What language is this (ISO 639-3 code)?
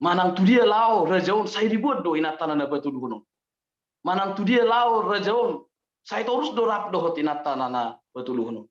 bbc